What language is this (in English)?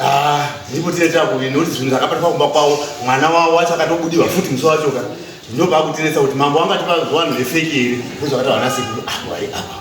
Shona